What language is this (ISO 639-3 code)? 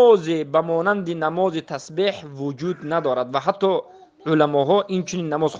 tgk